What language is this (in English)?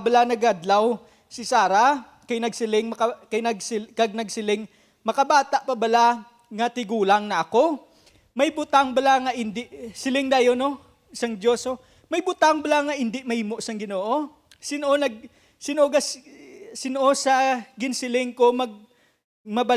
Hiligaynon